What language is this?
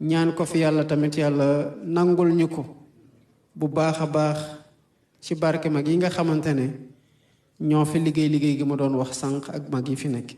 Wolof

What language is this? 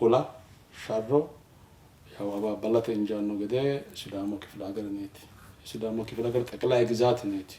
Sidamo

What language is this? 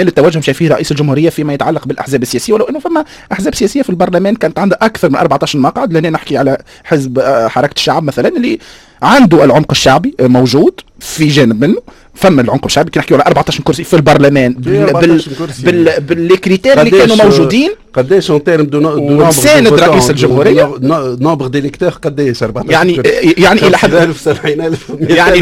Tunisian Arabic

